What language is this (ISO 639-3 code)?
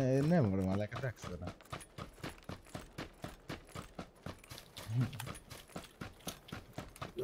ell